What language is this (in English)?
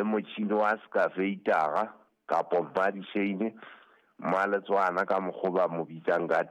Southern Sotho